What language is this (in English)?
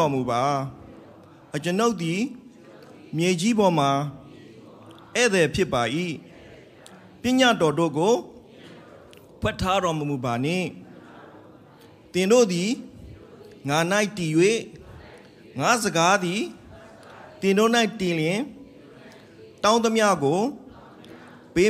Burmese